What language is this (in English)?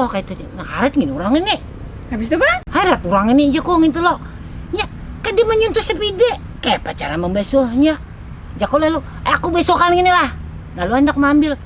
Banjar